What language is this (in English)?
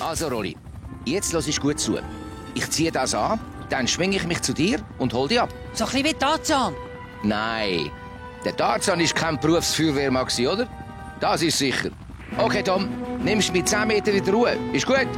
Swiss German